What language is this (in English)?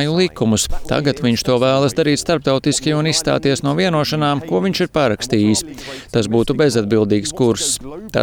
Latvian